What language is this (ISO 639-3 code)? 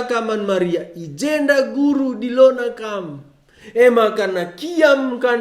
btx